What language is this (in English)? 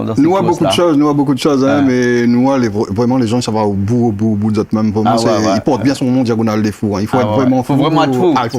Réunion Creole French